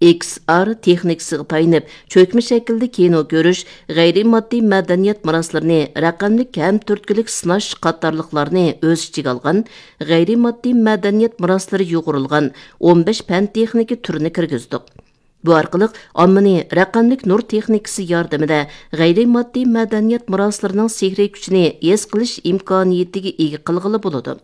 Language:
Uyghur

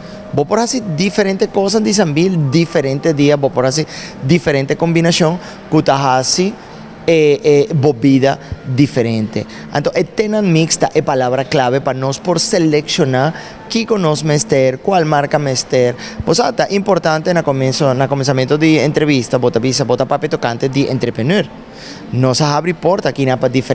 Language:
Papiamento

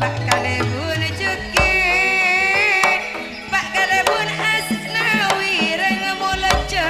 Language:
Madurese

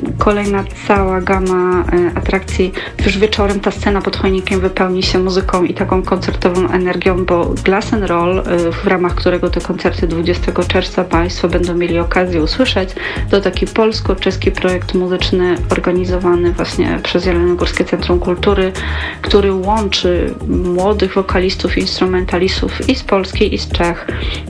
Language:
Polish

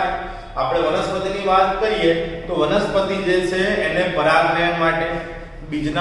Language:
Gujarati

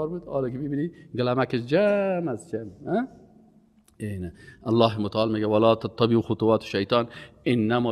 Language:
Persian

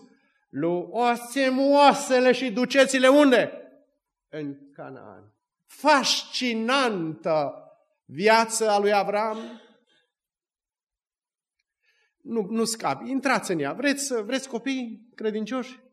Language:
Romanian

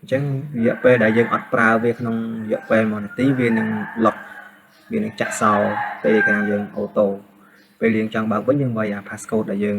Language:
Khmer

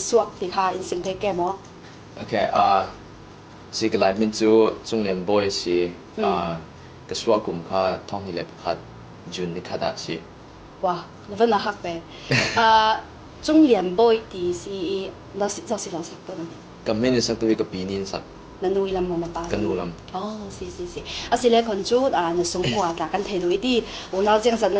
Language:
Falam Chin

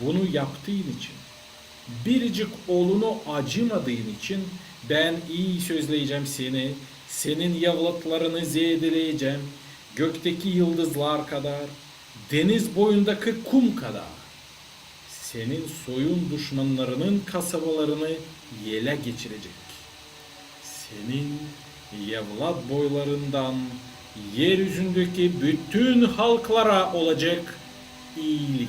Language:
Gagauz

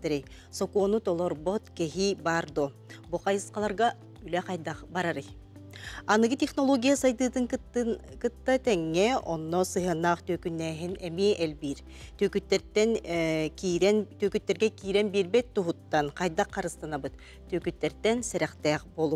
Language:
Yakut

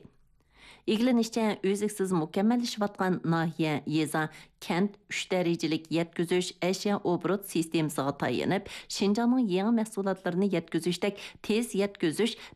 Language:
Uyghur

